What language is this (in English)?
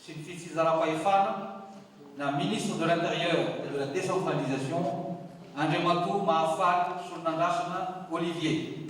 Malagasy